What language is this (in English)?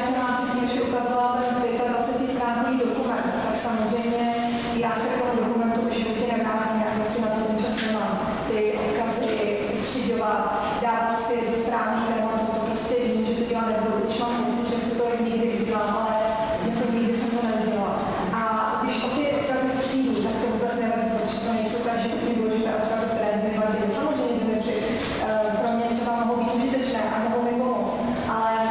Czech